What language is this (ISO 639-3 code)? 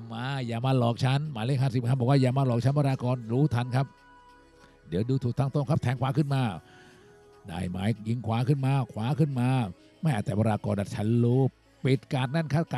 tha